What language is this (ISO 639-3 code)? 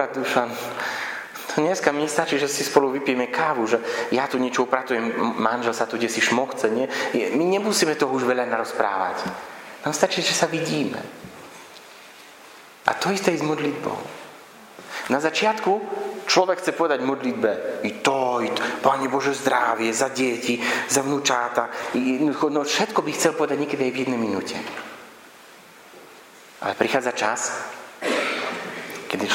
slk